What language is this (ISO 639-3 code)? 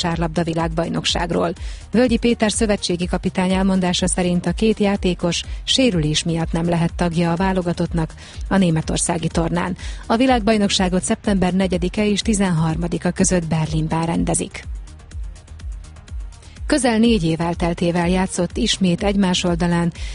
hun